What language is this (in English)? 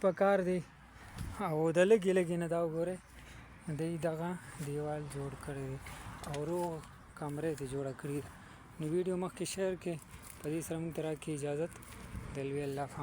Pashto